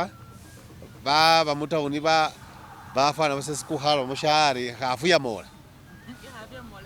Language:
Masaaba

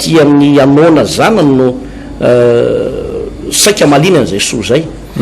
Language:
Malagasy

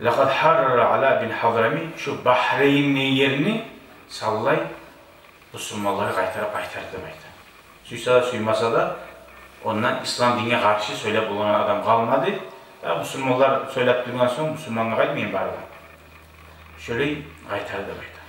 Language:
Kumyk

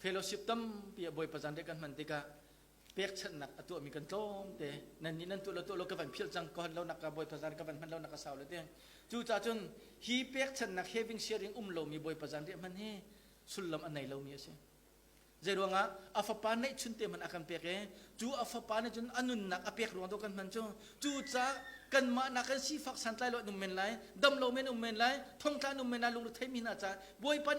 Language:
Hakha Chin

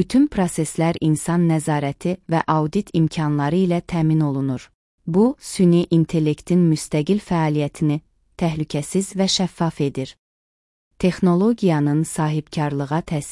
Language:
Azerbaijani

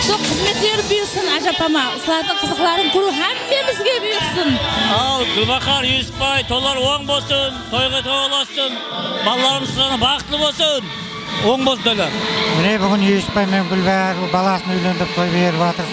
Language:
Kara-Kalpak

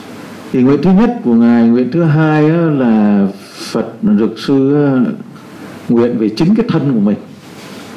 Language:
Vietnamese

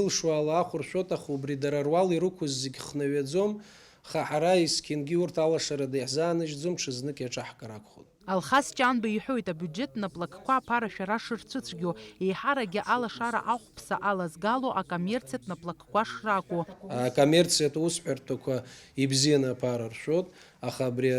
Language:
Abkhazian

